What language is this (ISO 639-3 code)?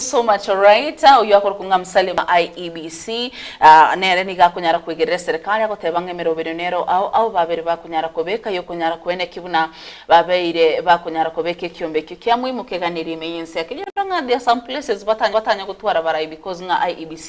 guz